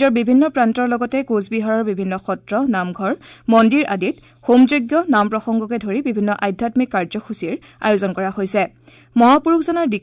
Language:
Assamese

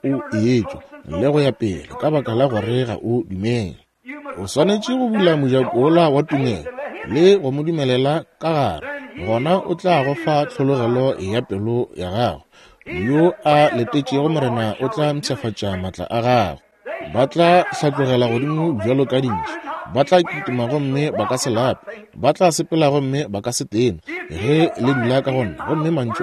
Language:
Northern Sotho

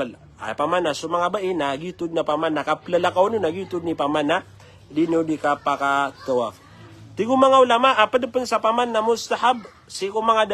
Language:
Maranao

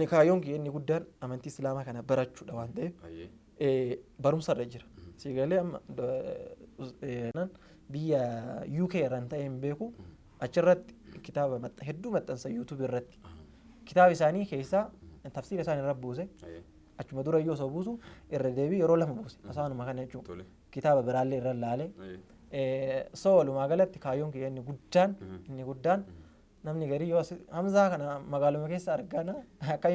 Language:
Oromo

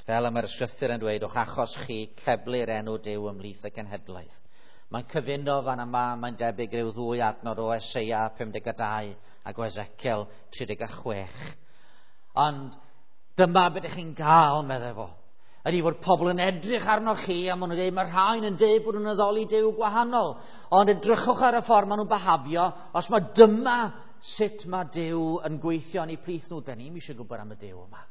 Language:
Welsh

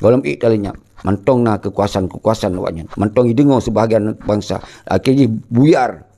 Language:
Achinese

